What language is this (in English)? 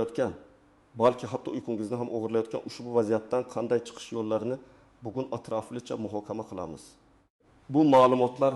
Uzbek